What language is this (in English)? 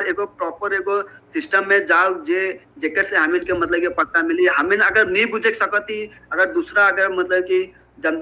Sadri